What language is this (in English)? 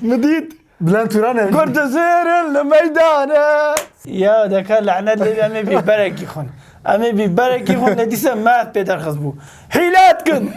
Kurdish